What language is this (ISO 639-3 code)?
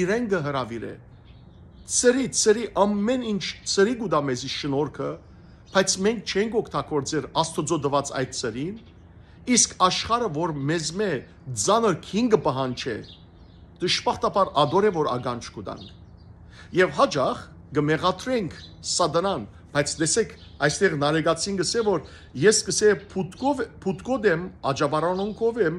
hyw